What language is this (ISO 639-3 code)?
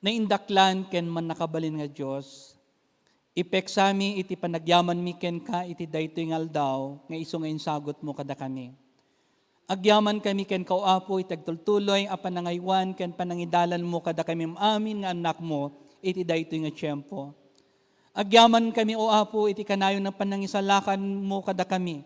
ilo